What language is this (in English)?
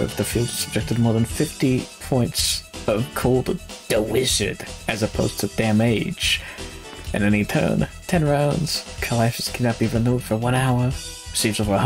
English